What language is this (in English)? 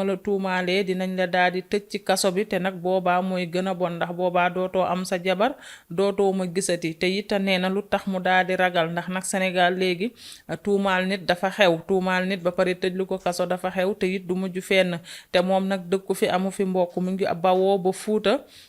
Wolof